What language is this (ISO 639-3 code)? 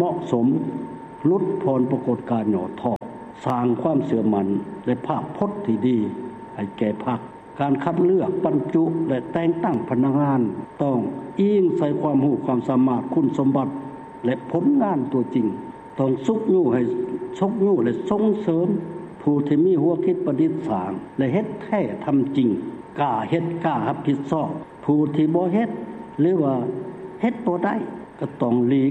lao